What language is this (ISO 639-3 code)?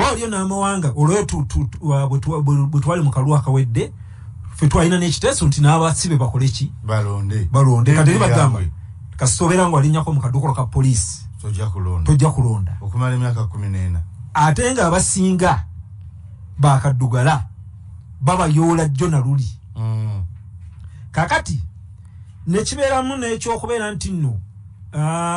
lug